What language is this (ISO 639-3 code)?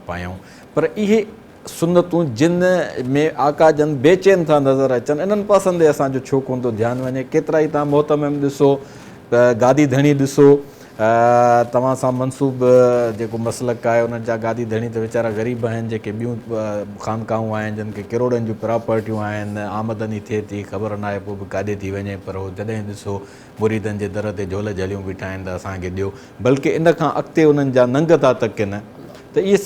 snd